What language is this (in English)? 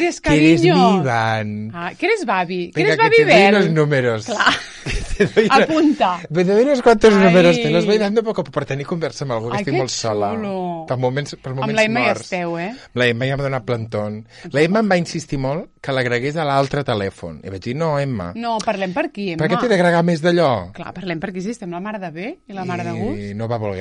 Catalan